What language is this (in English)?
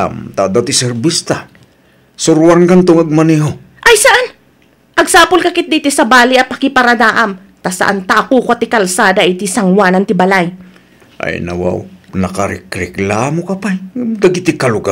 Iloko